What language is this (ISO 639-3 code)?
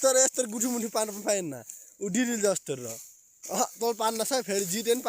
nep